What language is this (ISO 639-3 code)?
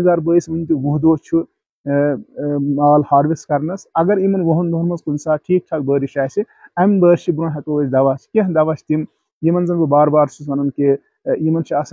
kas